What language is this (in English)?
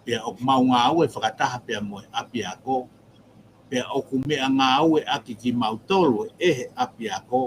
Tongan